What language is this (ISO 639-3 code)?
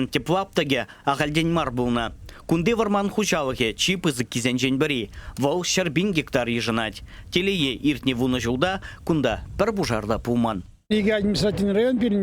chv